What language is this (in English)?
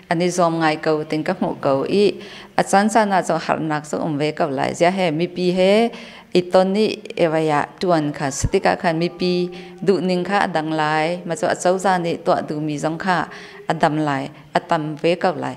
Hakha Chin